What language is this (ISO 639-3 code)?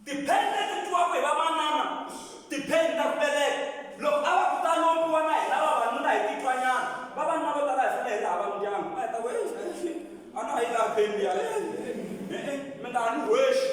tso